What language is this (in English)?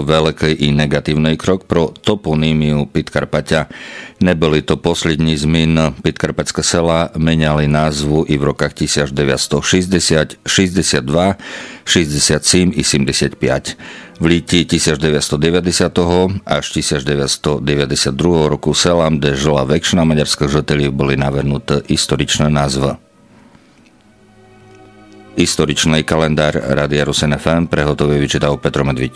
Rusyn